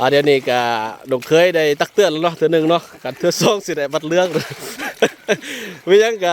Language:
Lao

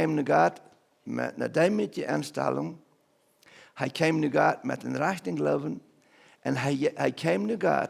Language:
Plautdietsch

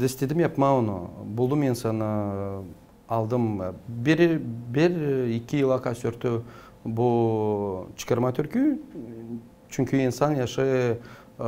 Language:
Gagauz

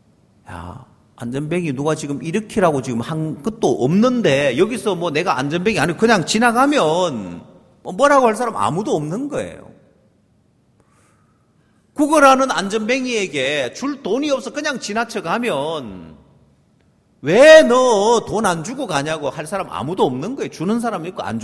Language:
Korean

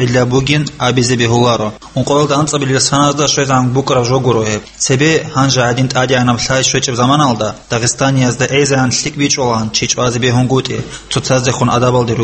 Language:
Avaric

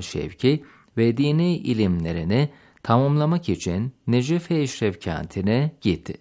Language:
Turkish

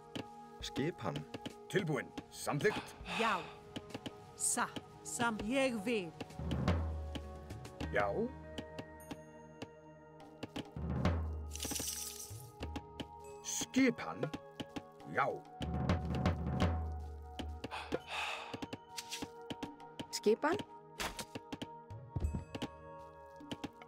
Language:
Icelandic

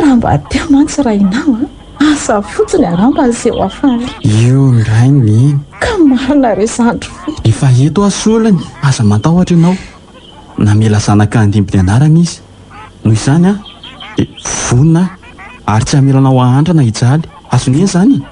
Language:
Malagasy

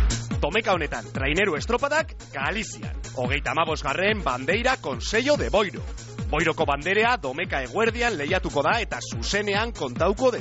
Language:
Basque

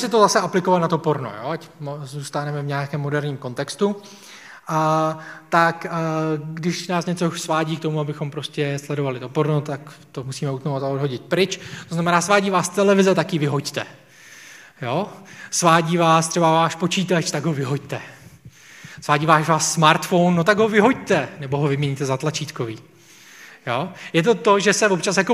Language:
Czech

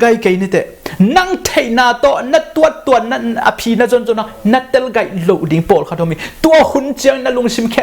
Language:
Tedim Chin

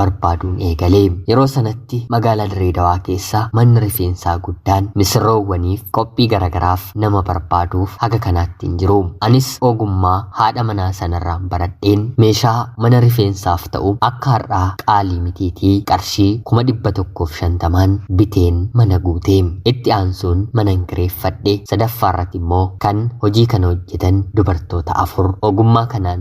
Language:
Oromo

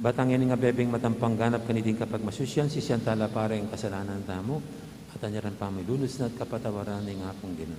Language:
Pampanga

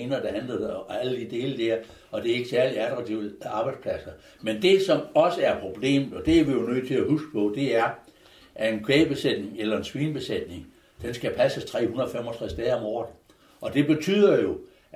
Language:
Danish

